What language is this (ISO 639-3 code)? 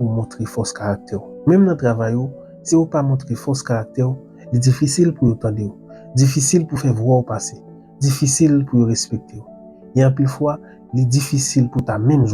hat